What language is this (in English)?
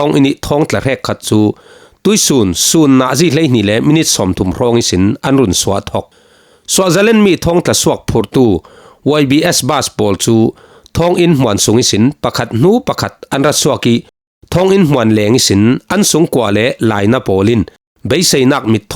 Falam Chin